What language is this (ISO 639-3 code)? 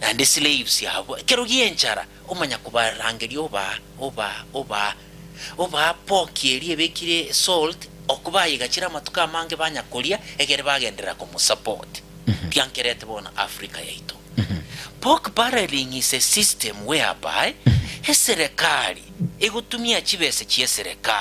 guz